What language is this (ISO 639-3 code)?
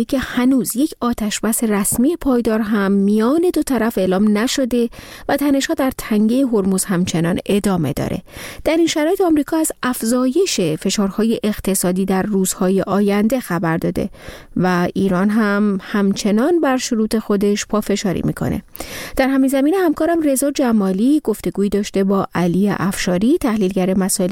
fas